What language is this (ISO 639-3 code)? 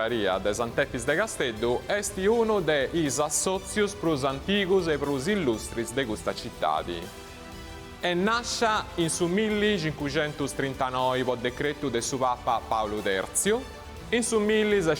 srd